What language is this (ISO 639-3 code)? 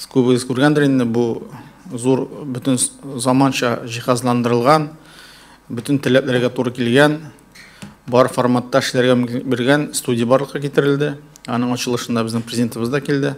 tat